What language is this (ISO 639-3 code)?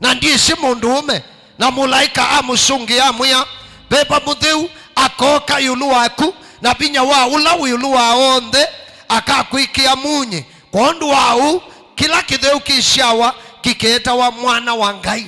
kam